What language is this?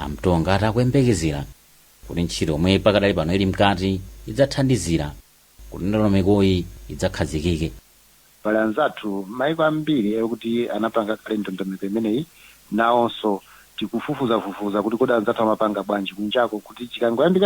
Nyanja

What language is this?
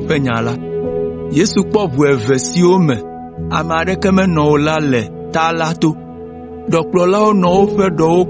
Ewe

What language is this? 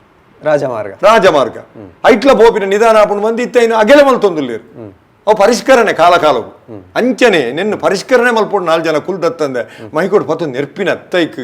Tulu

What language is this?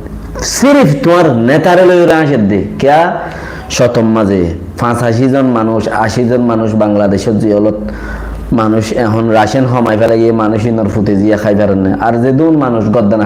Rohingya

